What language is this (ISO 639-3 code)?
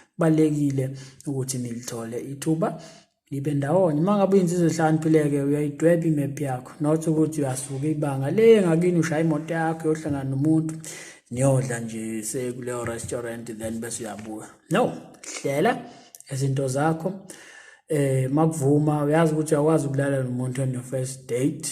zul